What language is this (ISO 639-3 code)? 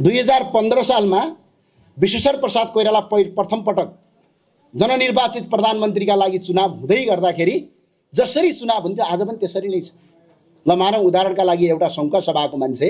nep